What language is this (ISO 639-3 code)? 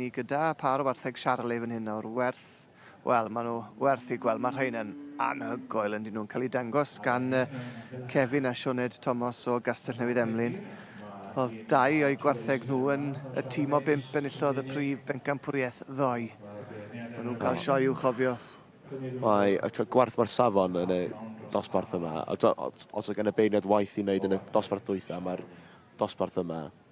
cym